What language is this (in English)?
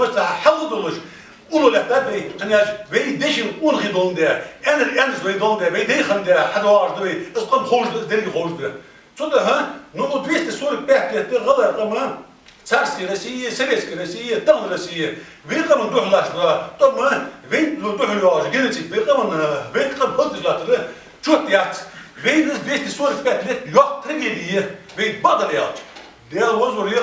Ingush